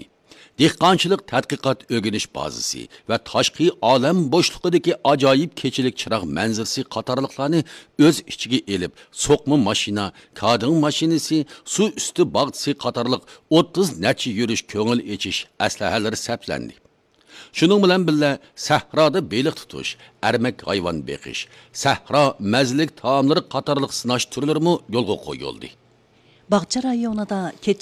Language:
Uyghur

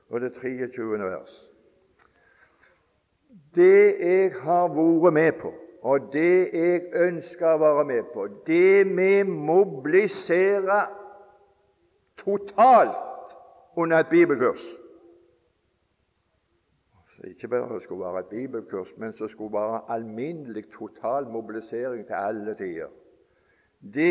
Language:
Norwegian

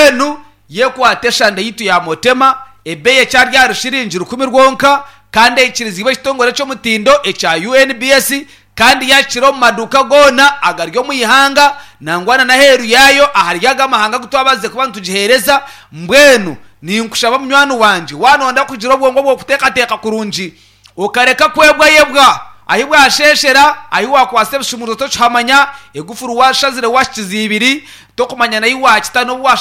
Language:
Nyankole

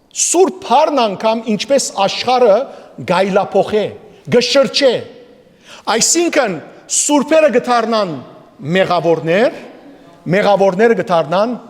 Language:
Western Armenian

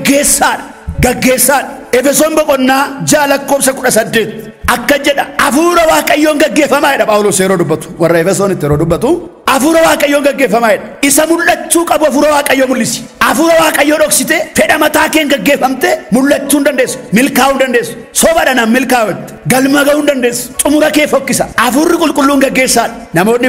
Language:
Oromo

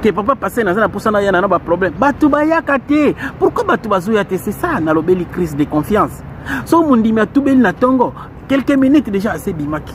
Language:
Lingala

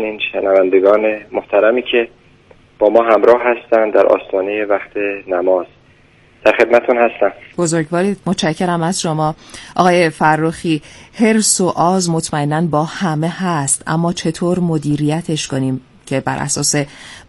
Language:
Persian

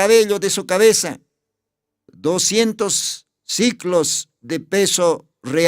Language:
Aymara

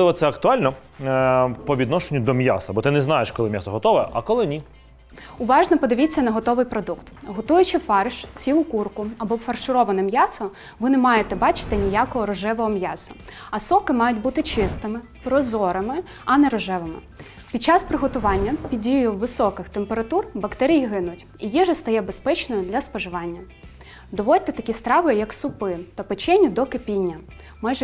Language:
Ukrainian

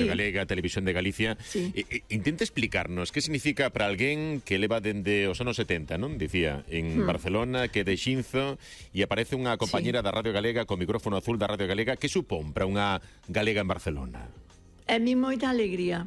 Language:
Galician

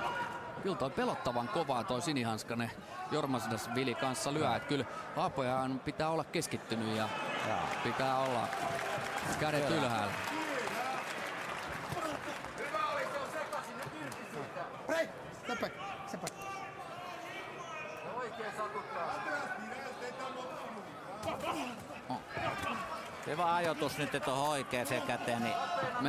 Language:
Finnish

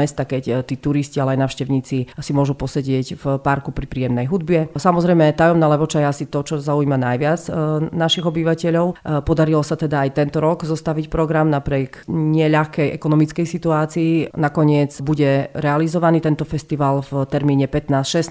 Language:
Slovak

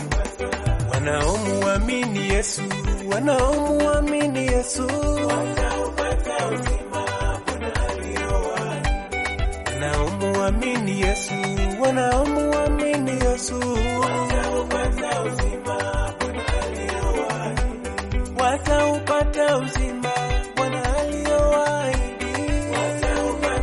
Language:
Swahili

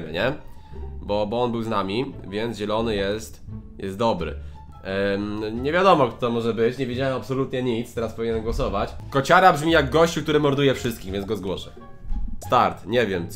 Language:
Polish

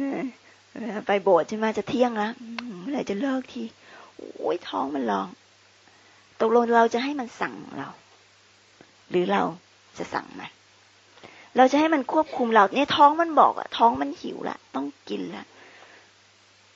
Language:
Thai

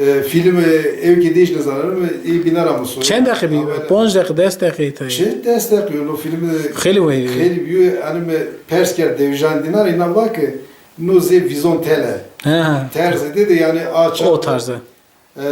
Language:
Zaza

